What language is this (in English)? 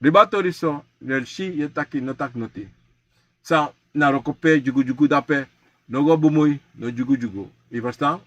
Sranan Tongo